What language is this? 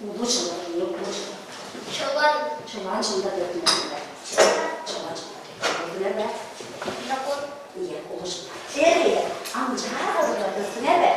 Tuvinian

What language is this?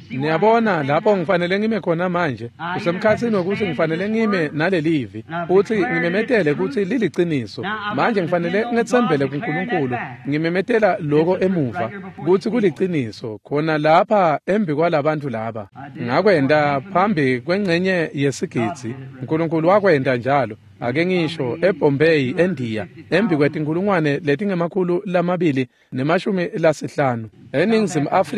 Swati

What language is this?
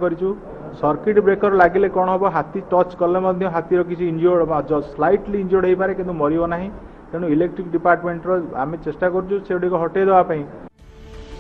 Odia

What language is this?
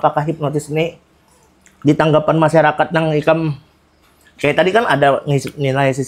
Banjar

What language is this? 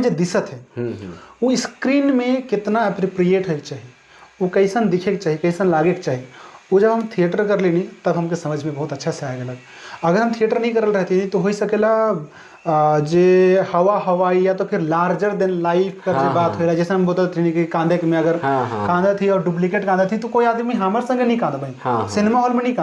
Sadri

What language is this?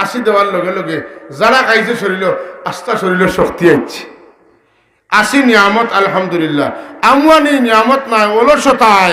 Sylheti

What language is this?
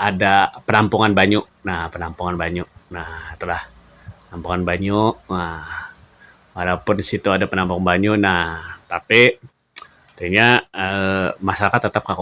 Banjar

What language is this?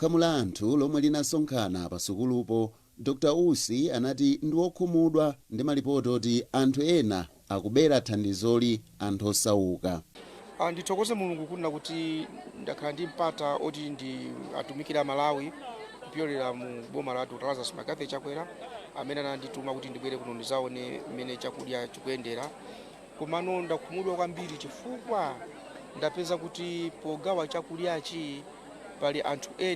Nyanja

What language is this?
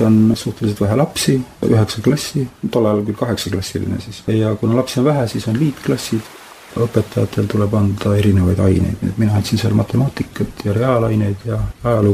Estonian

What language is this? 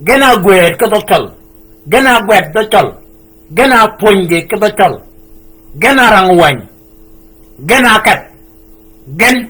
Shilluk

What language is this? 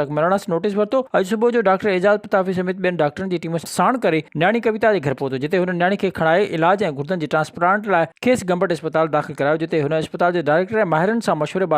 Sindhi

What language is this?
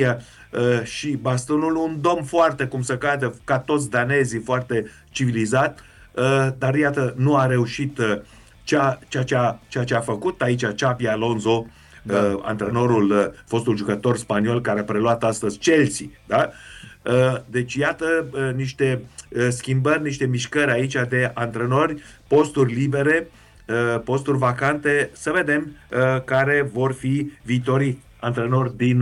Romanian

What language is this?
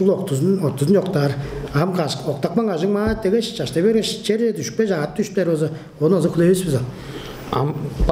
Tuvinian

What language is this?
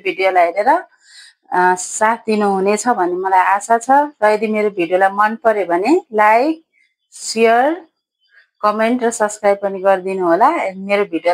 Nepali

